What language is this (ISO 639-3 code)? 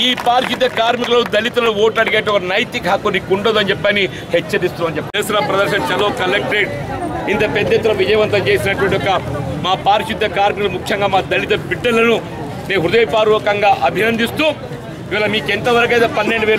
tel